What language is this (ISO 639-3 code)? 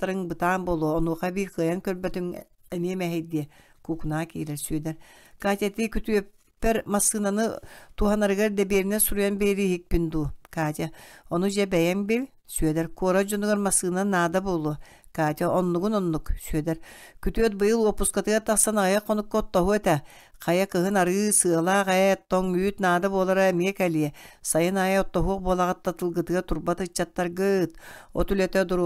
sah